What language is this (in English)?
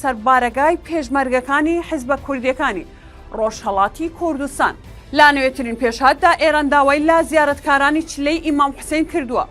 Central Kurdish